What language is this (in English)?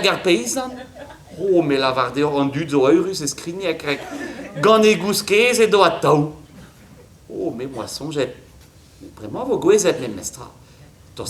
Breton